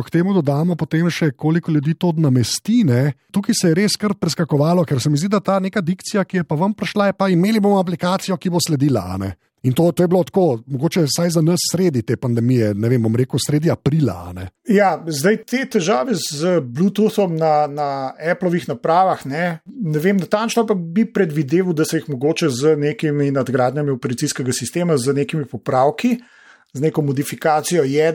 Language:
Slovenian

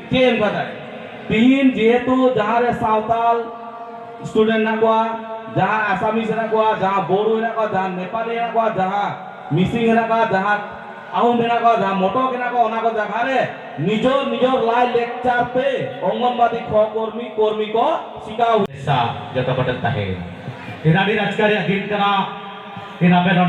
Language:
Santali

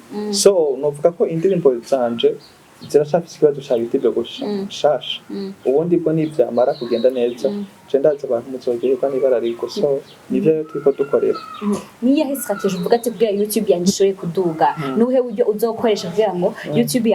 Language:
Rundi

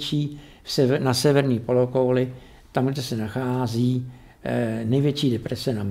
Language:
Czech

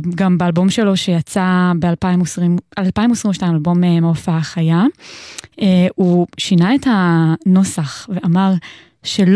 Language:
Hebrew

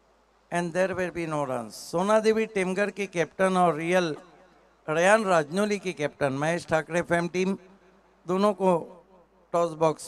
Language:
Marathi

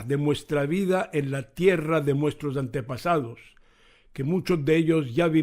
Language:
Ladino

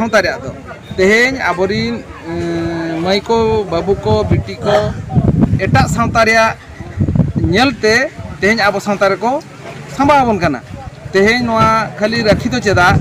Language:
Santali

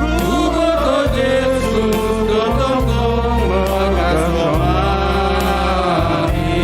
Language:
Batak Simalungun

